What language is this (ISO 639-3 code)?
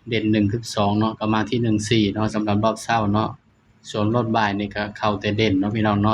tts